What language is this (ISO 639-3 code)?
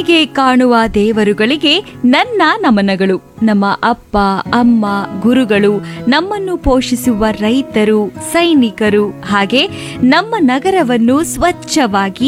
kan